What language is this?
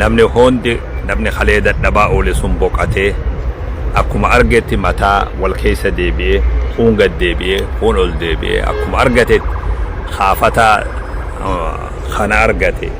Oromo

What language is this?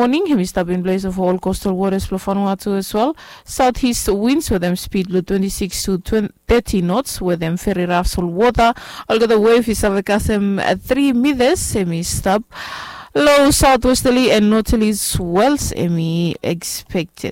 Bislama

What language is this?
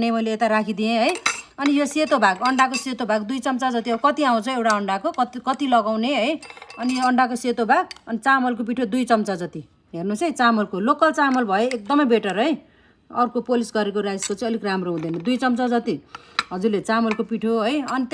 Nepali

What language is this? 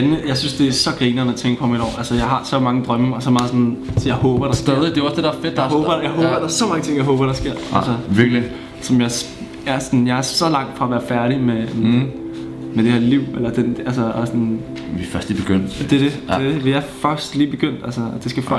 Danish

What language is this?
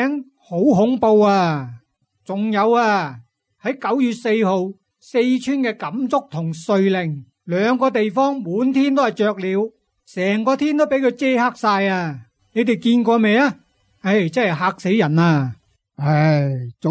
Cantonese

